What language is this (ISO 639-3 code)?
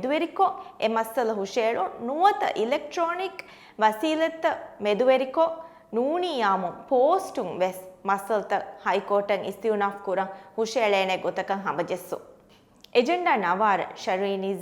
div